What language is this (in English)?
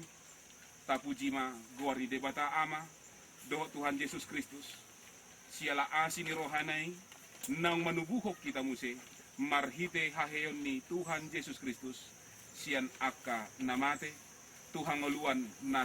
Batak Toba